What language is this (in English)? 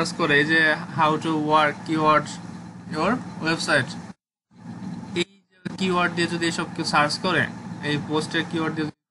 Bangla